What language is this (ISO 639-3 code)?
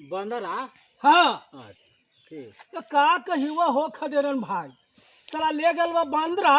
mag